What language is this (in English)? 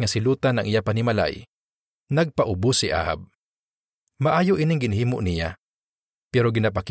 Hiligaynon